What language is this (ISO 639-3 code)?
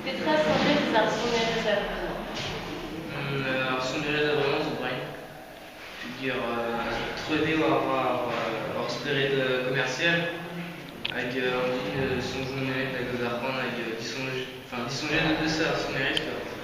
bre